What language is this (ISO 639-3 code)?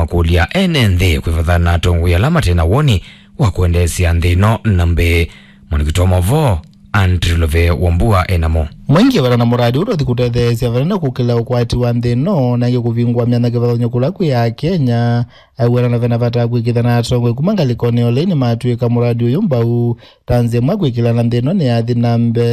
kam